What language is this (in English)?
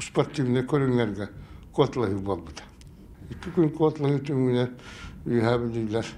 Yakut